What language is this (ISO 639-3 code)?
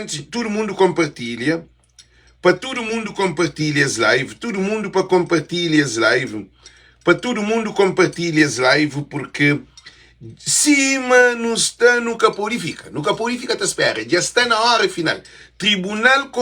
kea